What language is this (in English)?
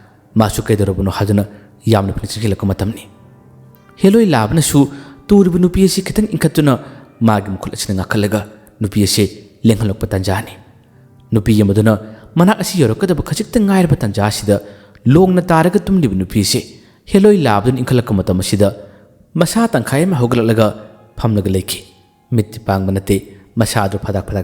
Manipuri